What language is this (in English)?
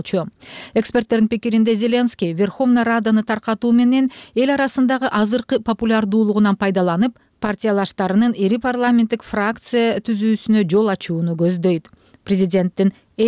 Kyrgyz